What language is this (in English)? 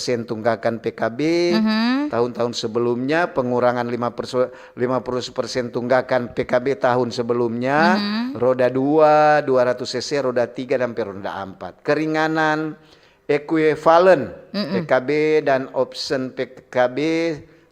Manado Malay